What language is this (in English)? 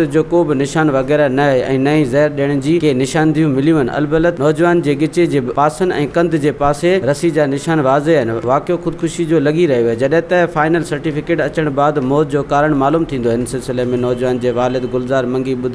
Sindhi